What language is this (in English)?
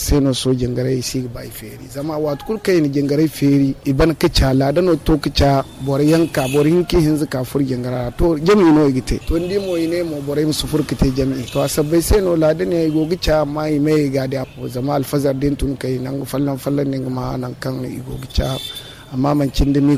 Zarma